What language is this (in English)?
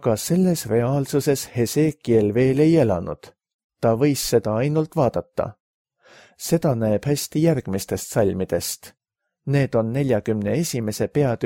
Estonian